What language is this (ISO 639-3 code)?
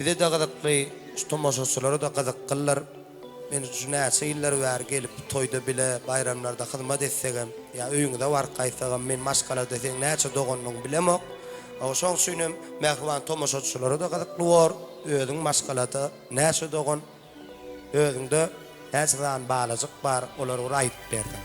tuk